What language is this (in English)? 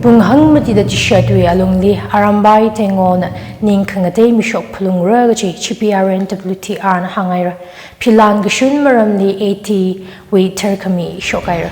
Tangkhul Naga (India)